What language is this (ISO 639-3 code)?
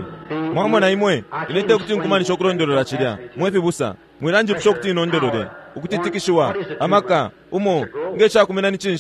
bem